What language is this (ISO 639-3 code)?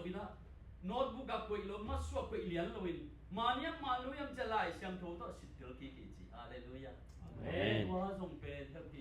ctd